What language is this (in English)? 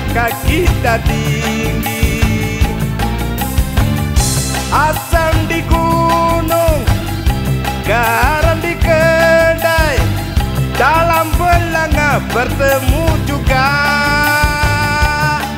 Malay